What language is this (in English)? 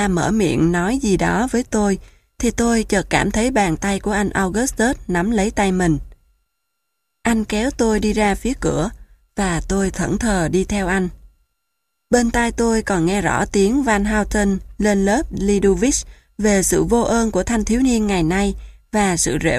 Vietnamese